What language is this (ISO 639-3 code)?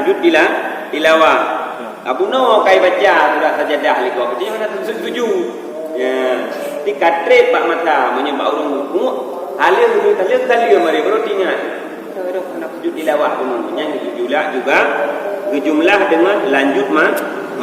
ace